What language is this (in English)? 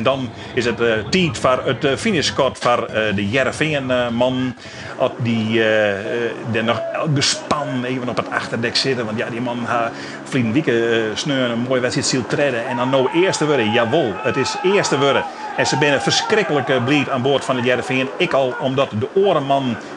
Western Frisian